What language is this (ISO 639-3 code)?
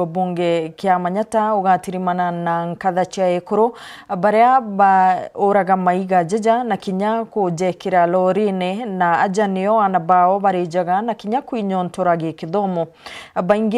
mer